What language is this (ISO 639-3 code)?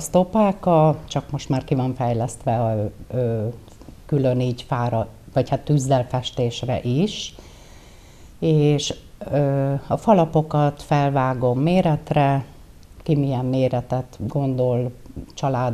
hun